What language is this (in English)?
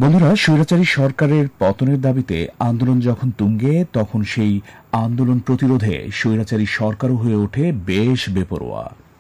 Bangla